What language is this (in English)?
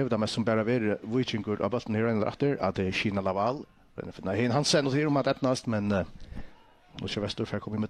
Faroese